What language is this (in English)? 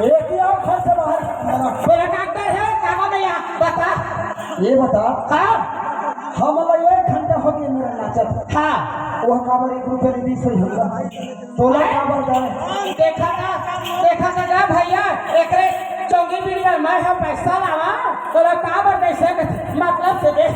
Chhattisgarhi